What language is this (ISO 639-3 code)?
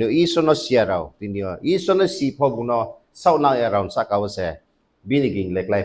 ria